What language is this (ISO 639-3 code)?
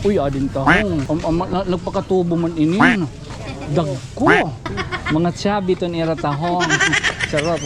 war